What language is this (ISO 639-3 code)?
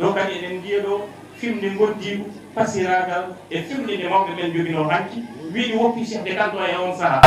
ful